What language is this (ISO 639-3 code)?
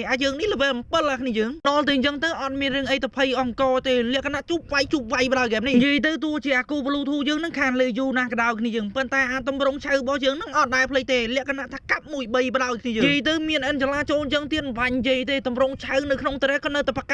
khm